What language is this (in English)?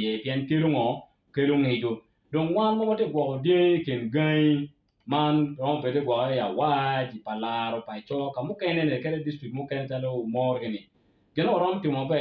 Acoli